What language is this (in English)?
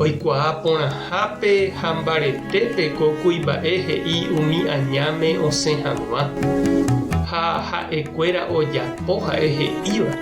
Guarani